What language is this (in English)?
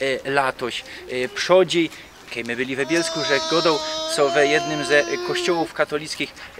Silesian